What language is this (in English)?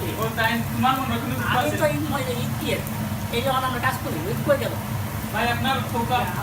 Sylheti